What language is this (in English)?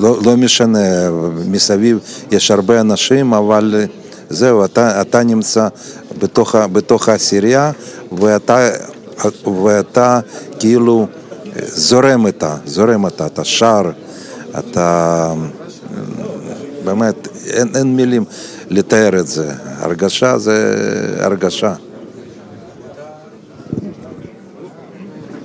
Hebrew